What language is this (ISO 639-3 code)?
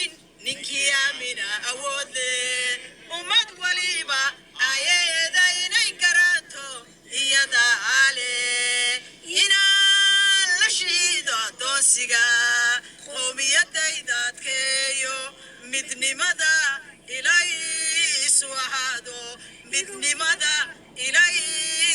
som